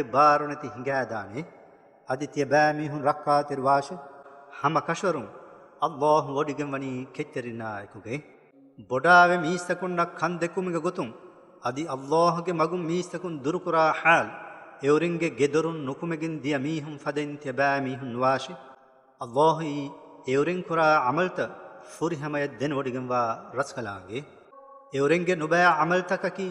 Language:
Divehi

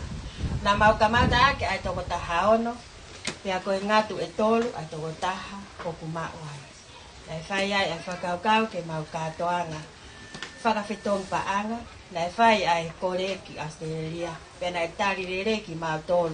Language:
Tongan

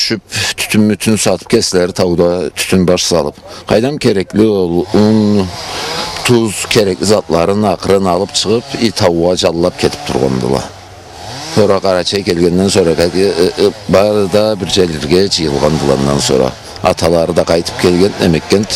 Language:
Karachay-Balkar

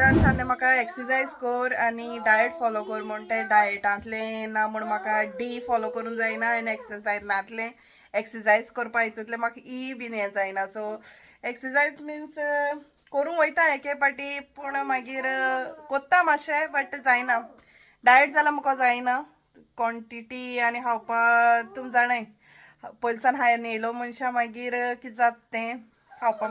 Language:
Konkani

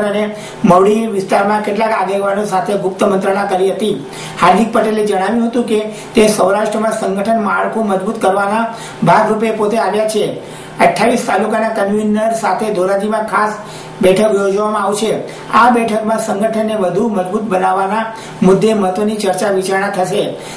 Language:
Gujarati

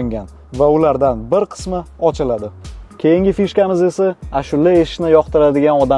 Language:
Uzbek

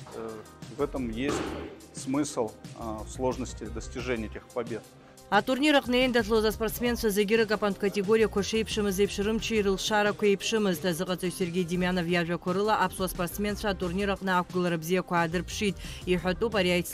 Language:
Abkhazian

